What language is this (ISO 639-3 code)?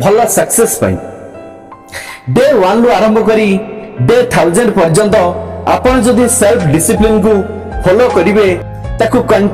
ori